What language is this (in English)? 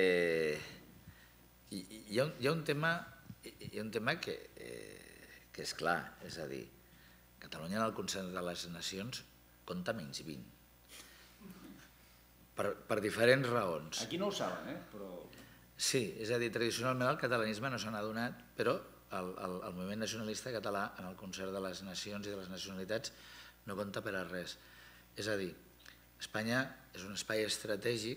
Catalan